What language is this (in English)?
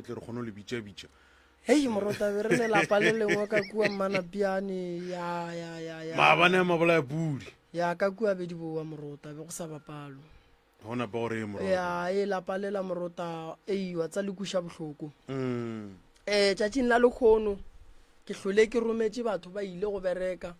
Northern Sotho